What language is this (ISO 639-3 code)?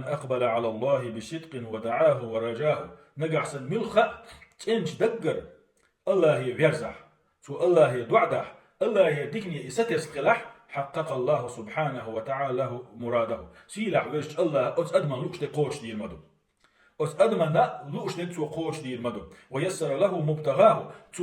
che